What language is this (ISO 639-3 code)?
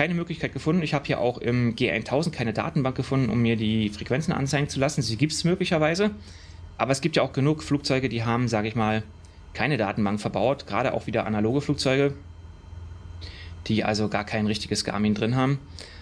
deu